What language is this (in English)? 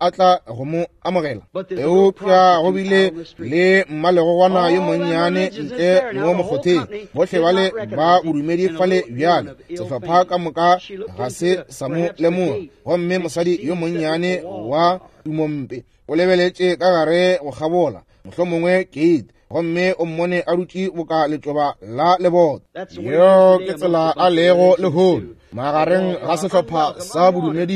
Northern Sotho